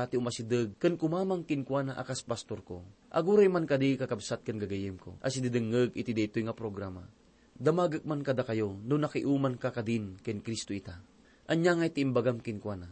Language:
Iloko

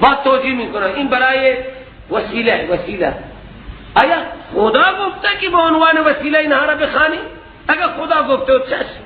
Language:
Persian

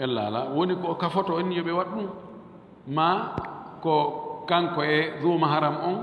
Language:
Fula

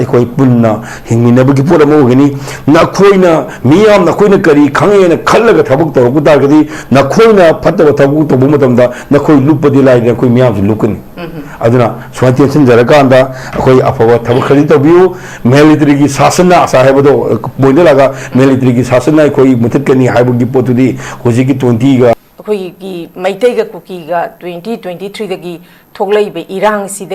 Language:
Manipuri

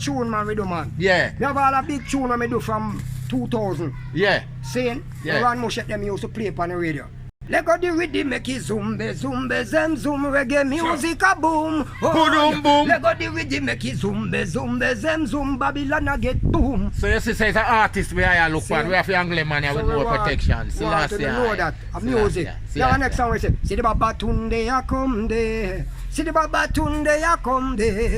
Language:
Jamaican Creole English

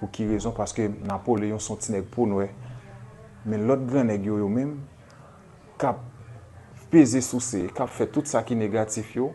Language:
Haitian Creole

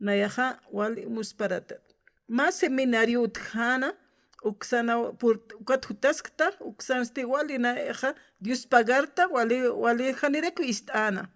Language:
Aymara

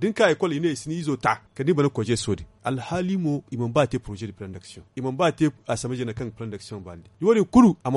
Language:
Zarma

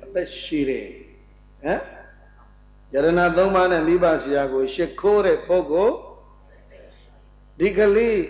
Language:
Burmese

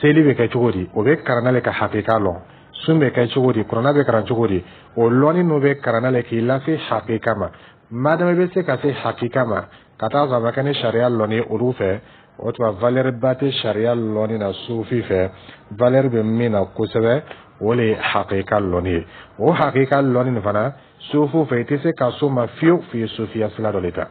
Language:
Dyula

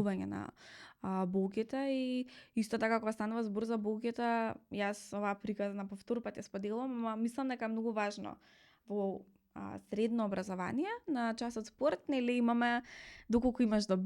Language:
Macedonian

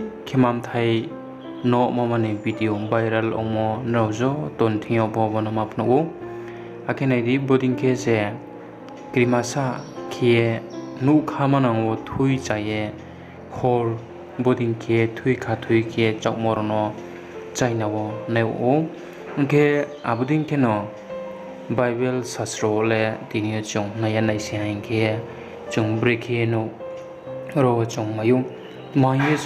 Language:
Riang (India)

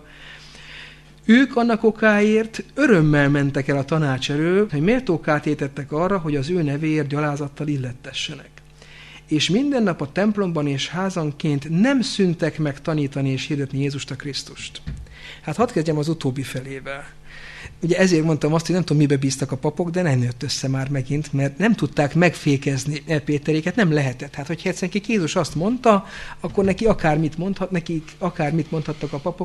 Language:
Hungarian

